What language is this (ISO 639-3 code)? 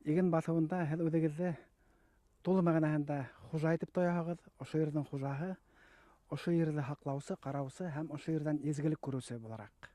bak